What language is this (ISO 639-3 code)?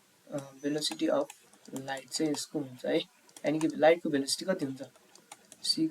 nep